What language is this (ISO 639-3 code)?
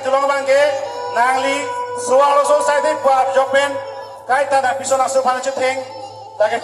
mjw